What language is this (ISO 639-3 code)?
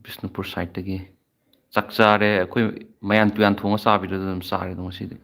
mni